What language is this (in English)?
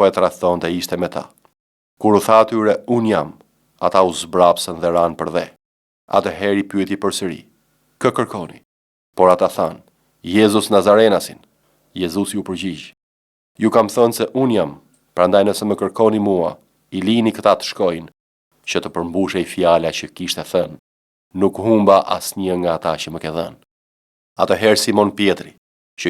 Albanian